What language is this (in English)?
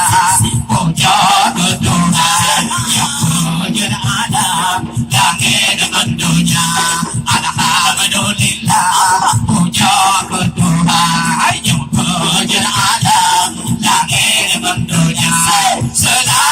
Achinese